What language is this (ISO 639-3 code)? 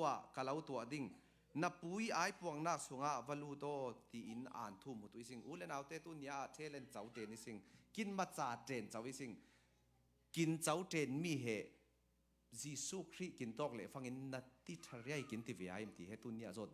cfm